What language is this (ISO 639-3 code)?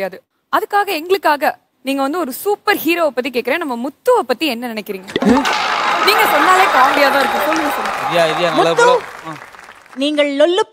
tam